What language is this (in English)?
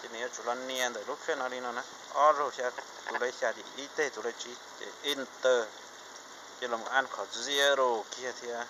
Hmong